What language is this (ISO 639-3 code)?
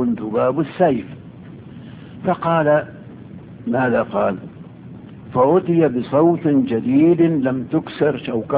ara